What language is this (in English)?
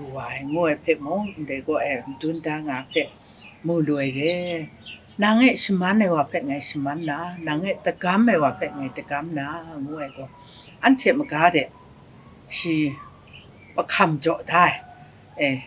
Kachin